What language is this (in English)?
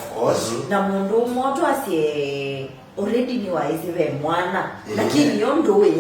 Kamba